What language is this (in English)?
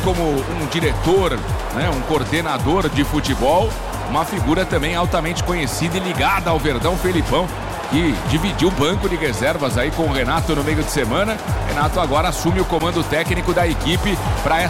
Portuguese